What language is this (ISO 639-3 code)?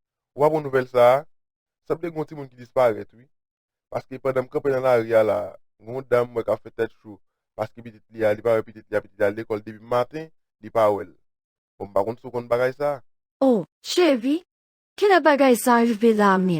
hat